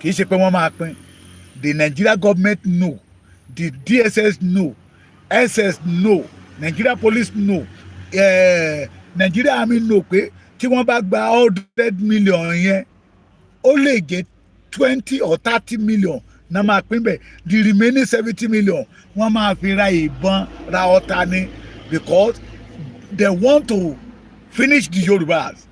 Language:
Yoruba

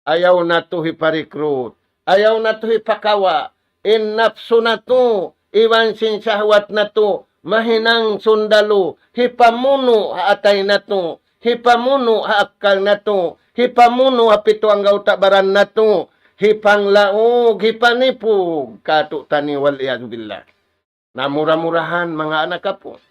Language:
Tausug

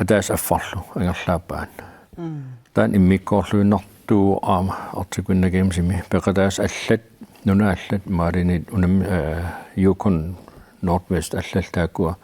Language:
Kalaallisut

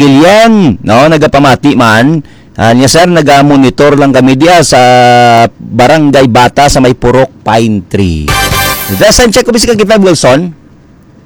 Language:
Hiligaynon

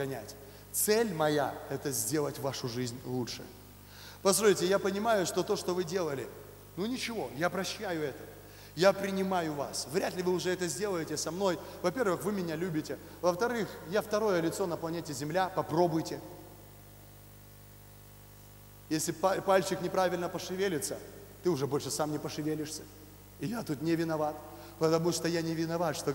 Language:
Russian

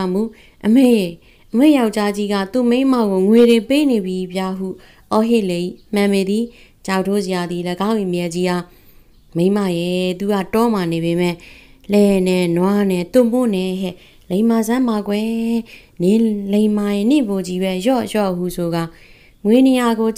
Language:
Burmese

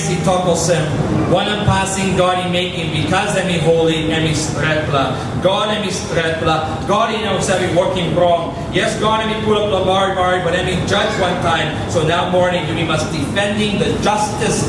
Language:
Tok Pisin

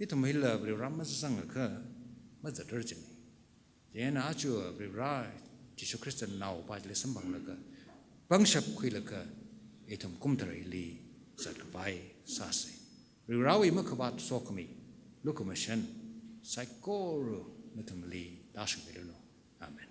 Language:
Tangkhul Naga (India)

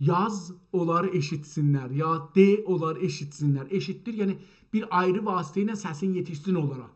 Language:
South Azerbaijani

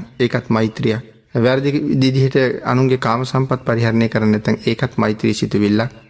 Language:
Sinhala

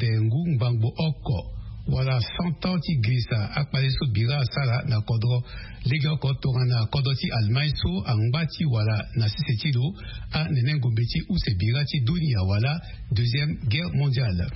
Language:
Sango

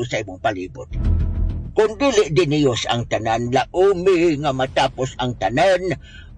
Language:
Cebuano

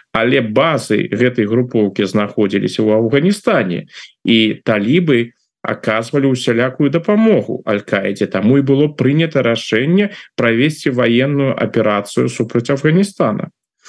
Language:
Belarusian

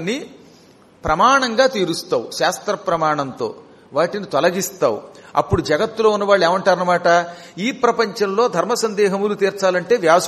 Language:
Telugu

